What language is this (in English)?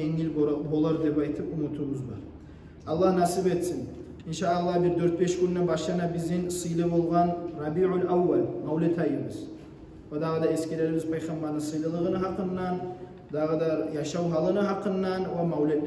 Kumyk